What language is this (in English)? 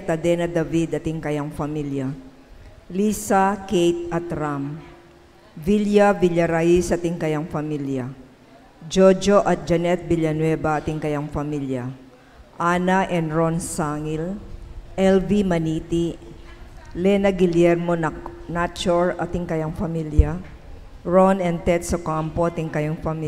Pampanga